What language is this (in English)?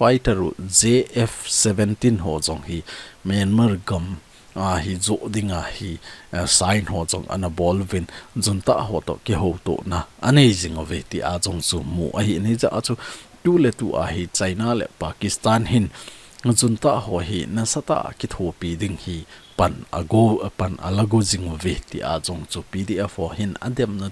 Thado Chin